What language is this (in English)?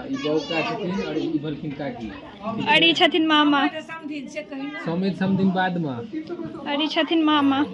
Maithili